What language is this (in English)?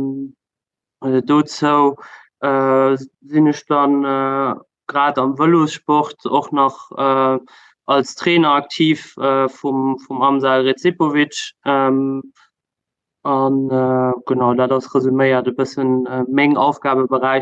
Luxembourgish